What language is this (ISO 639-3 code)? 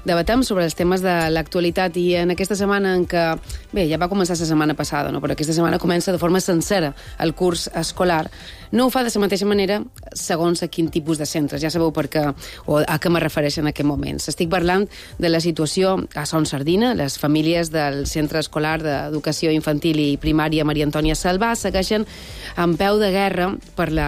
cat